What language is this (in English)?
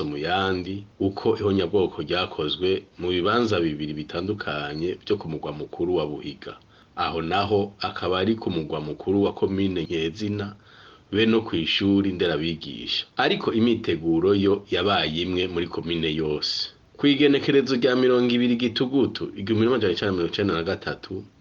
Rundi